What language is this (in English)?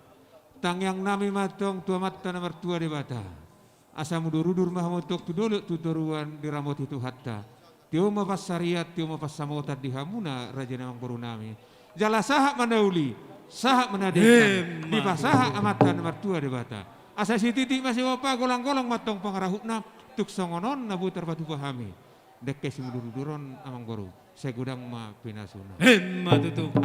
Batak Toba